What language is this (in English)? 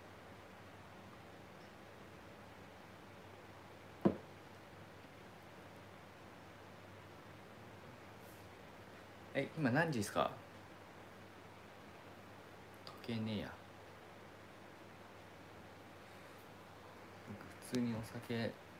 Japanese